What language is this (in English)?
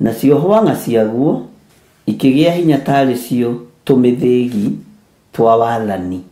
Kikuyu